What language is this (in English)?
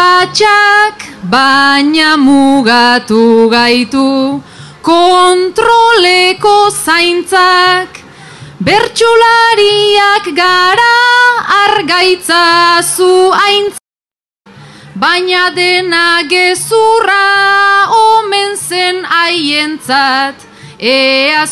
Basque